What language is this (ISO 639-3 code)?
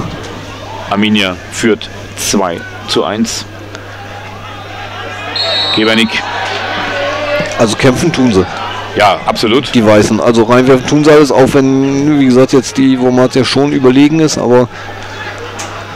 deu